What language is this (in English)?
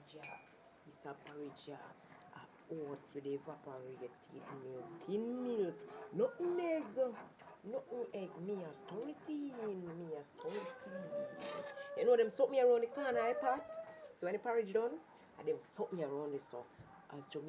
Jamaican Creole English